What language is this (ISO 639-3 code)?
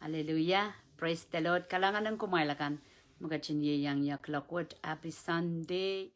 pon